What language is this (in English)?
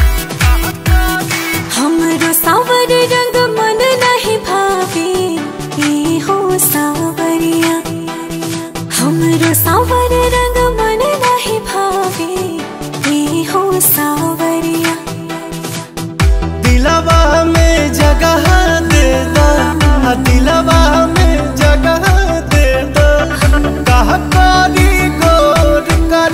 Bhojpuri